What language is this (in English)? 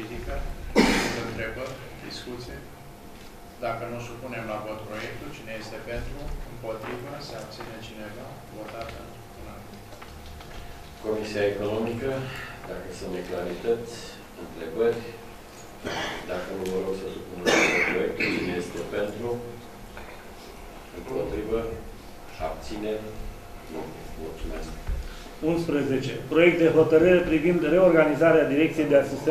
Romanian